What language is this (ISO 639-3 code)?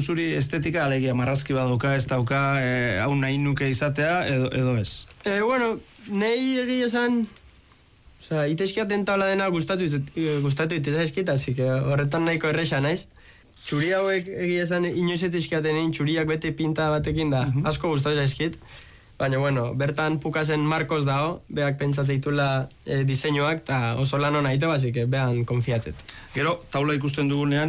eus